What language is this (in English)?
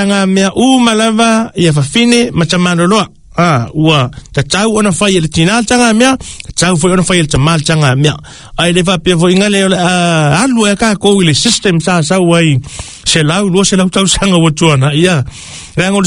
Samoan